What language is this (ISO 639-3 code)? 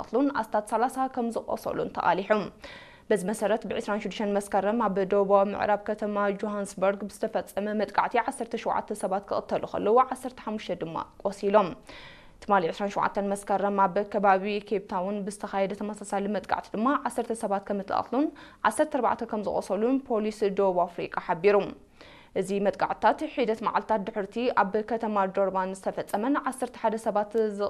tir